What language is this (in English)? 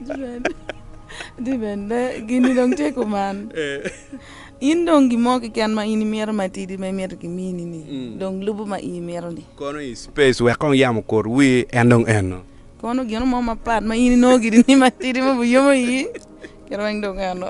Acoli